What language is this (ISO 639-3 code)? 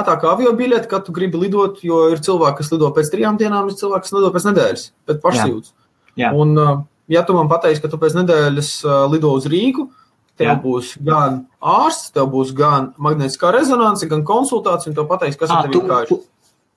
lav